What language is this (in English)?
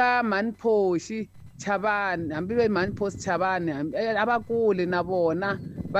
Tsonga